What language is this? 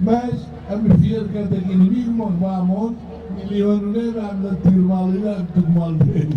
Tetum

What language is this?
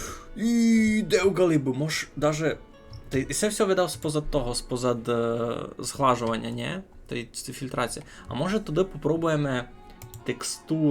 Rusyn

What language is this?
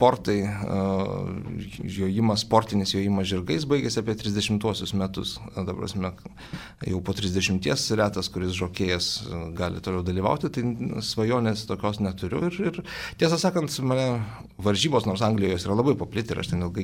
Lithuanian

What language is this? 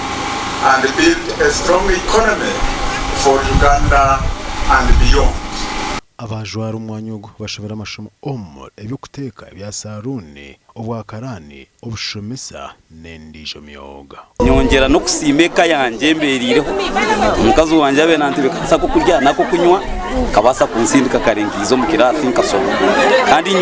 Nyankole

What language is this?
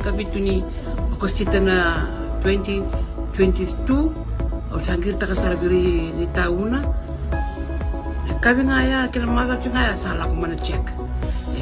Fijian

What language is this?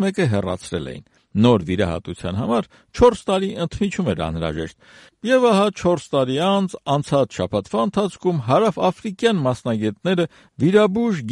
Armenian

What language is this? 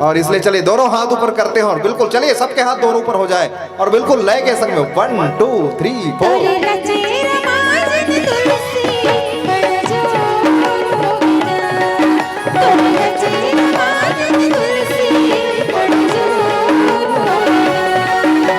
Chhattisgarhi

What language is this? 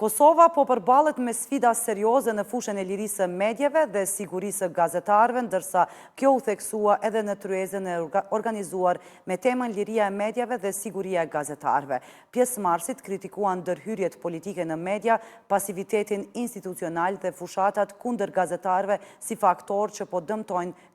Albanian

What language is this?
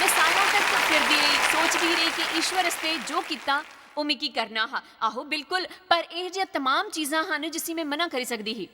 Dogri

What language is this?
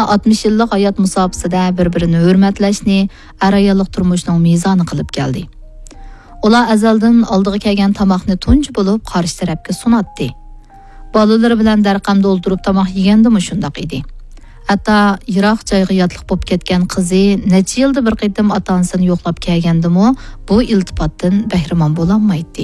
Uyghur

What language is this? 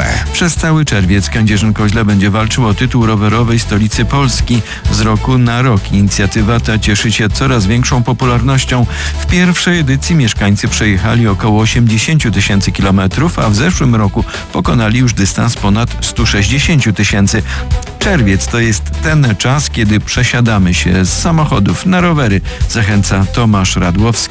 Polish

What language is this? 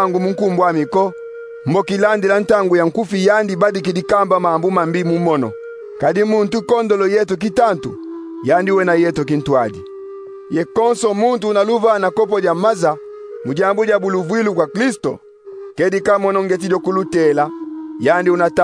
Kongo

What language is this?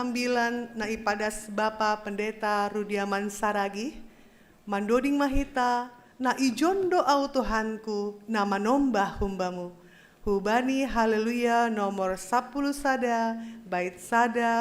Batak Simalungun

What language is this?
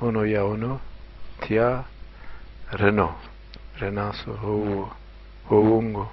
Zaza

